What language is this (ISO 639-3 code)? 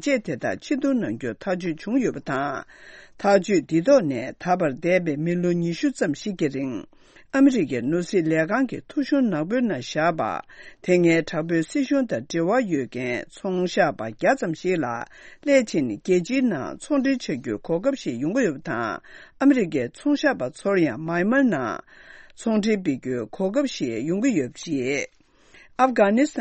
bod